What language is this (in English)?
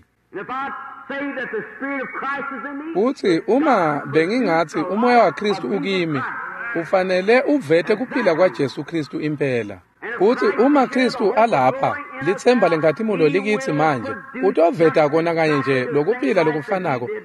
Swati